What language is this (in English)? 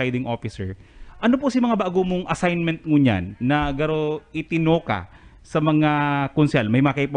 Bikol